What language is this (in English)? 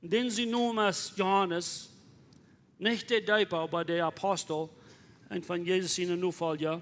Plautdietsch